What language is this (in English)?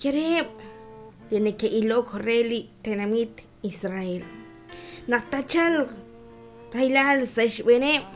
Kekchí